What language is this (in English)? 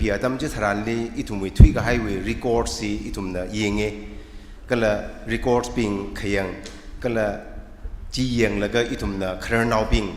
Tangkhul Naga (India)